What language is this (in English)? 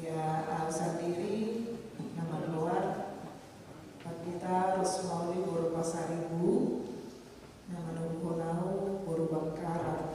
Batak Toba